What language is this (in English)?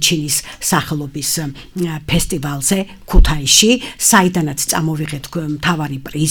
Georgian